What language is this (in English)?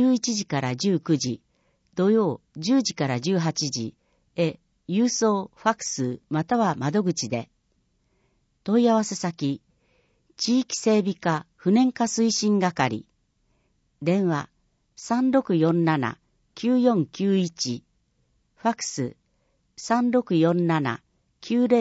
Japanese